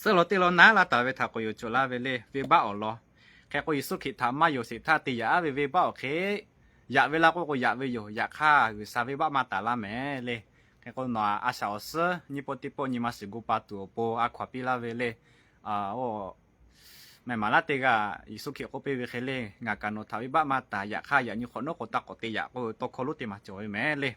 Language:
Lahu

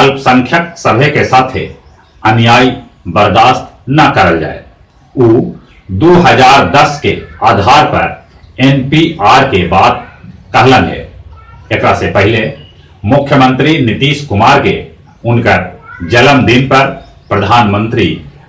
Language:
Magahi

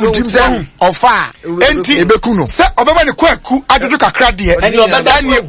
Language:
Akan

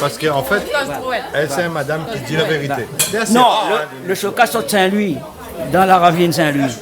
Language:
Réunion Creole French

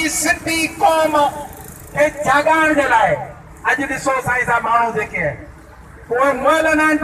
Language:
Sindhi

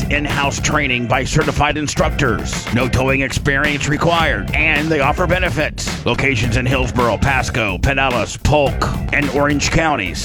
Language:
English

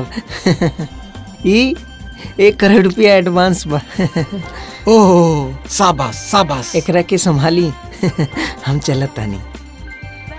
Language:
Bhojpuri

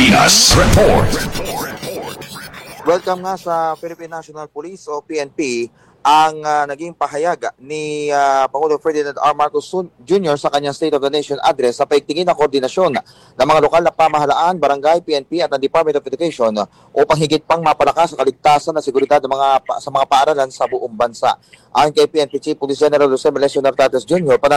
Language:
Filipino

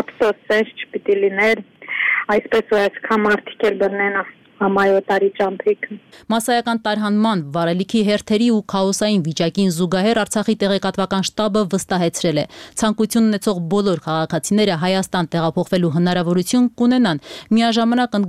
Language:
Armenian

